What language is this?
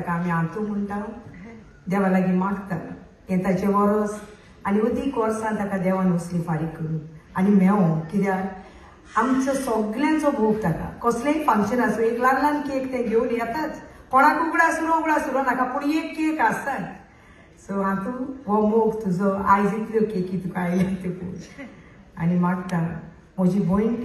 Konkani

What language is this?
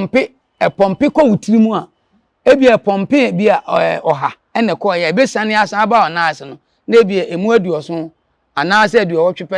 Akan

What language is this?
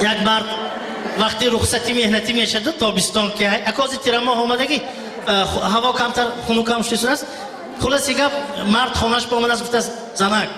Tajik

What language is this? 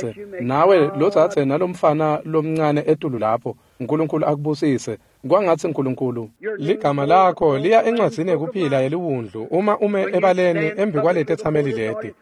Swati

